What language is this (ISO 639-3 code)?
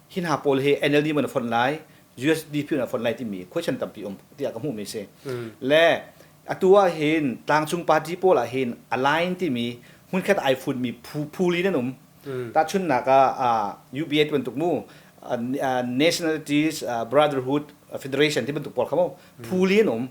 cnh